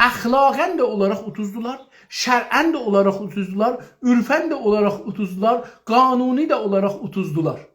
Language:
South Azerbaijani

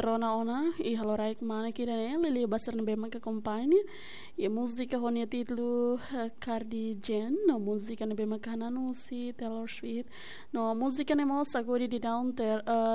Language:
Tetum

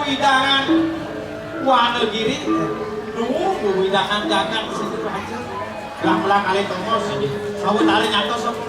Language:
Balinese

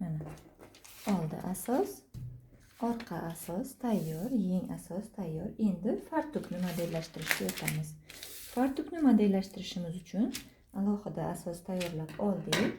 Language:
Uzbek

